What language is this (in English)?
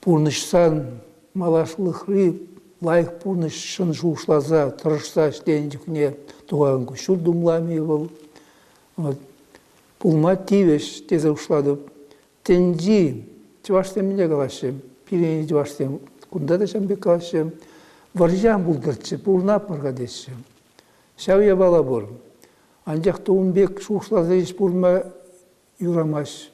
Chuvash